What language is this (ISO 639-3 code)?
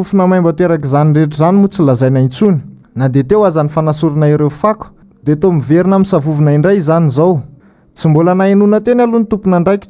mlg